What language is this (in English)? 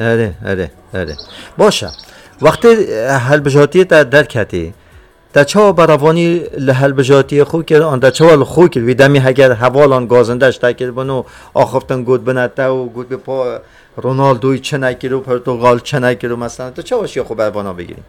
Kurdish